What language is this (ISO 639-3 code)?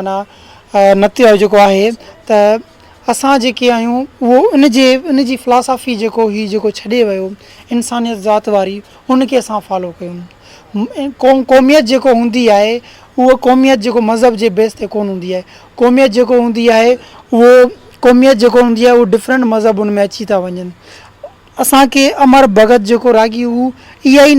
snd